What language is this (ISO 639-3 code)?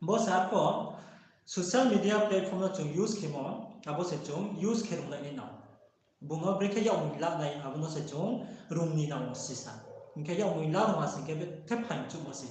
ria